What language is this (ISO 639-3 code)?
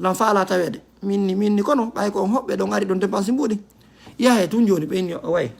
ful